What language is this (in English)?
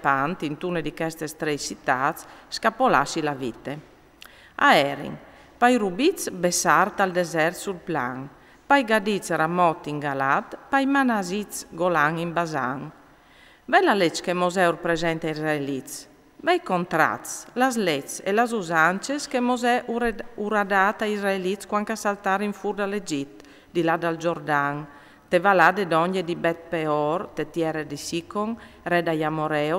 Friulian